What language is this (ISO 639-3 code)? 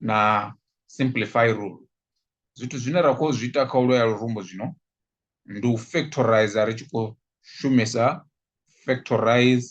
ven